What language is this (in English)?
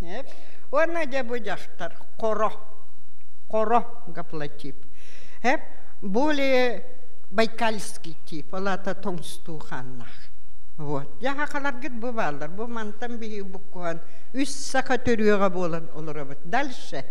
Yakut